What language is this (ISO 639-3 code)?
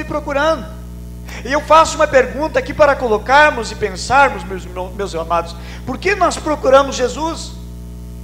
por